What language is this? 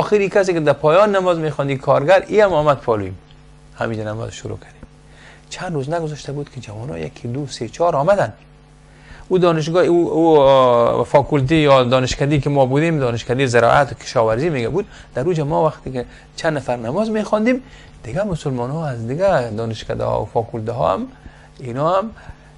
Persian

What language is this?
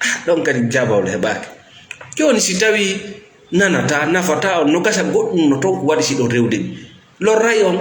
Fula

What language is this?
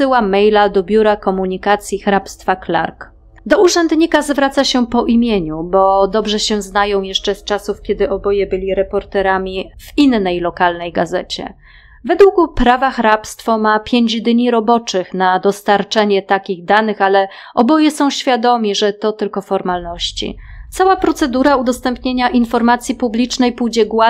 Polish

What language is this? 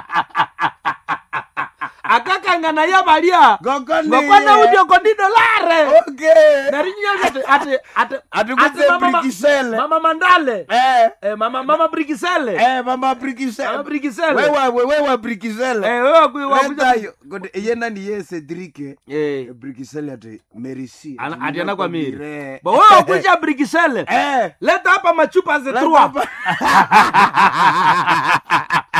Swahili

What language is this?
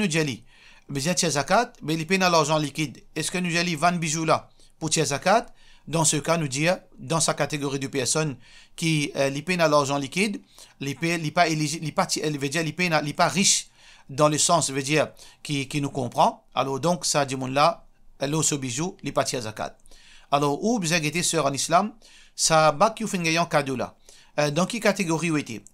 Morisyen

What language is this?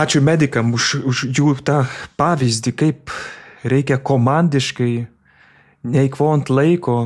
Lithuanian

